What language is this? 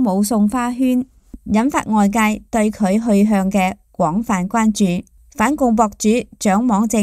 Cantonese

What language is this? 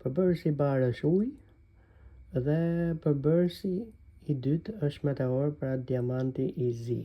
Albanian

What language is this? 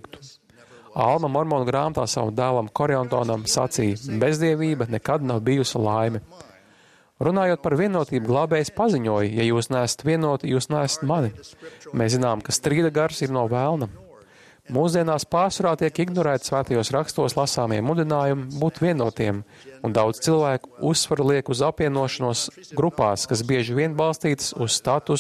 Latvian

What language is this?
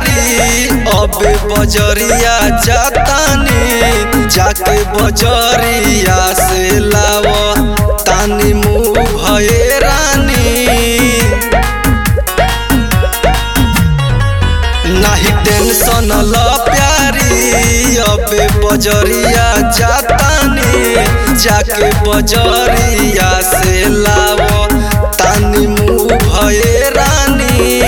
Bhojpuri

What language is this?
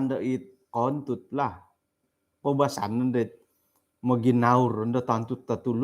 Central Dusun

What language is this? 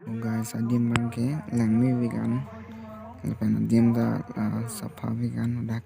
Karbi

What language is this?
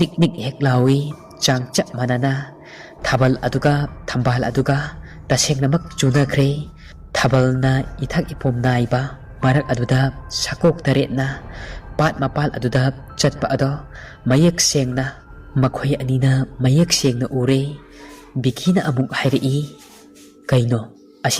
Manipuri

